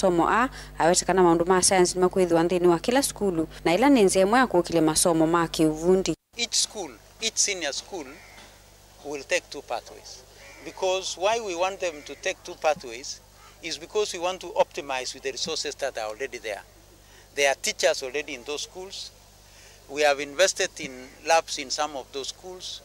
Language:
Kamba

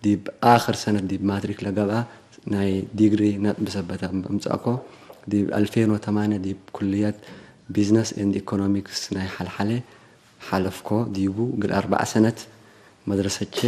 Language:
Tigre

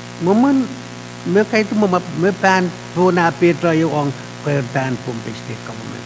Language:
Pohnpeian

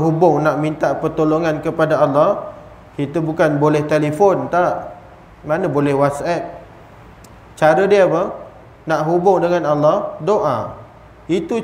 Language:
Malay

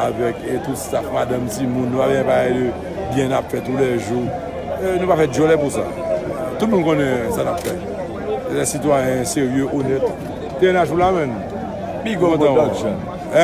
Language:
Haitian Creole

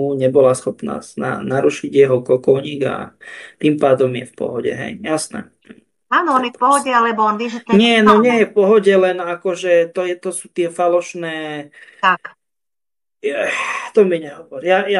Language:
Slovak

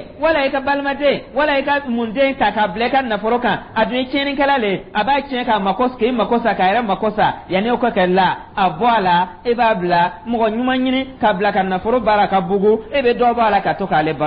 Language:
Dyula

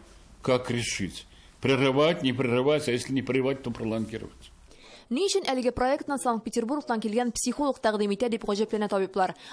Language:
Tatar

